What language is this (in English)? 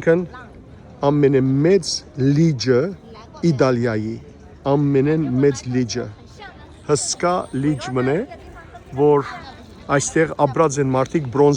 Western Armenian